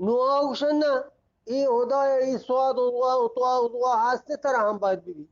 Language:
Eastern Balochi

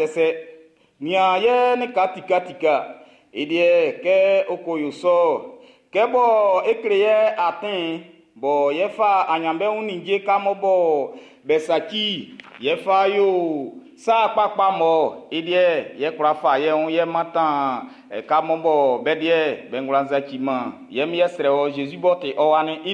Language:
Baoulé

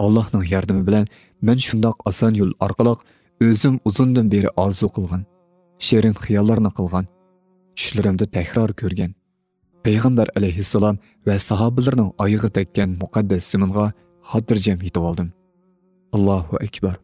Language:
Uyghur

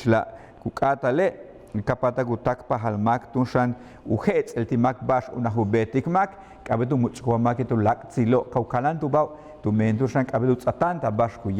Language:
Yucateco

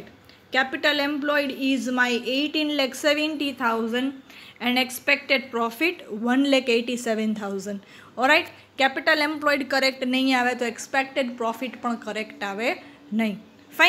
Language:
Gujarati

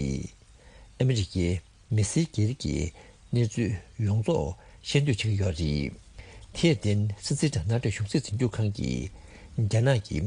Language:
Tibetan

